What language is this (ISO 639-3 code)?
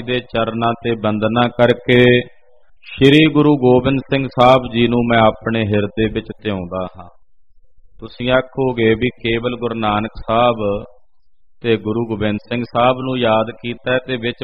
pan